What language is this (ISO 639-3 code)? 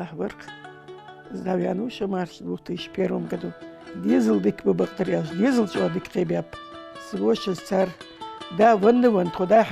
inh